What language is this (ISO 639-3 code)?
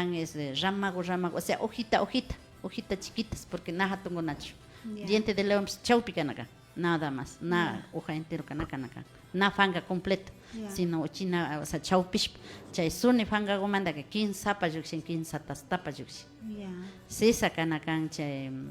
qvi